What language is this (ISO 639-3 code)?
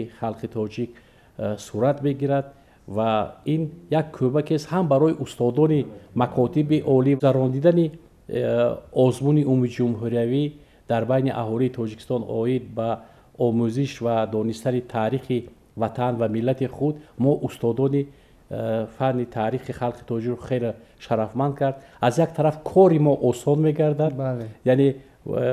tgk